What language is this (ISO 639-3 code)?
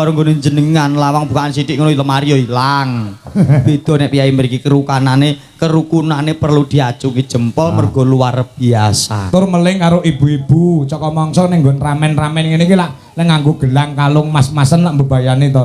jav